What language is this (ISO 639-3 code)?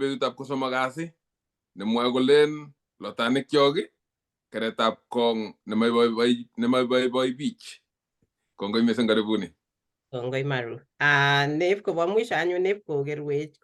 kln